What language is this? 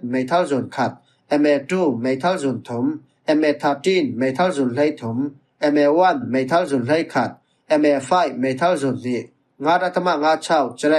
Falam Chin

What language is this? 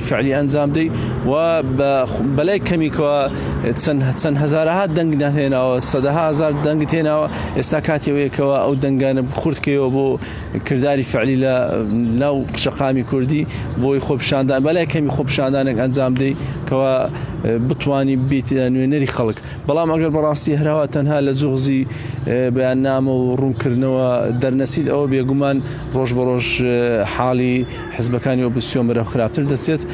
Central Kurdish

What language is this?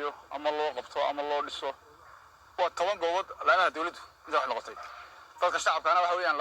Somali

